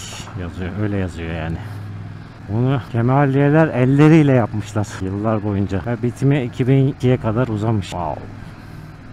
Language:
Turkish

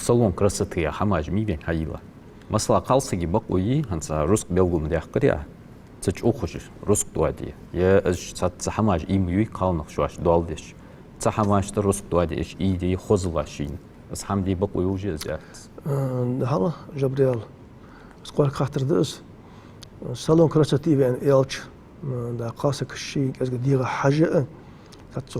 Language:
Ingush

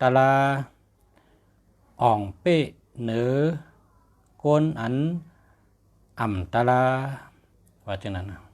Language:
Shan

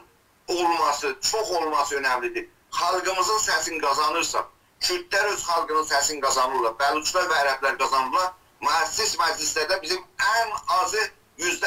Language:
South Azerbaijani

